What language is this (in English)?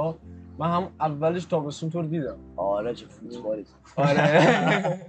Persian